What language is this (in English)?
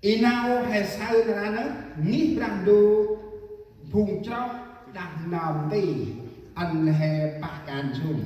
Central Mnong